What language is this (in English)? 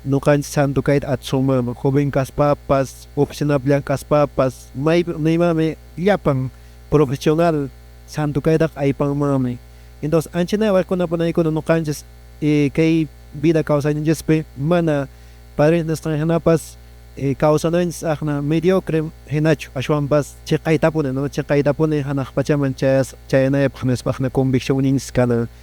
Quechua